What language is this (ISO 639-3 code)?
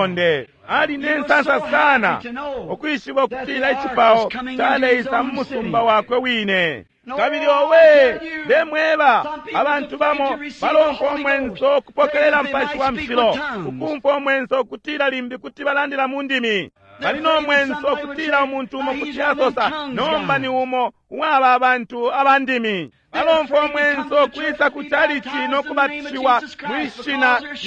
bem